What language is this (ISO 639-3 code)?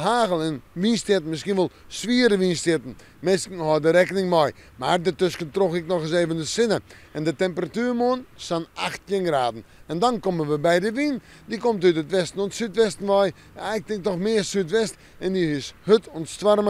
fry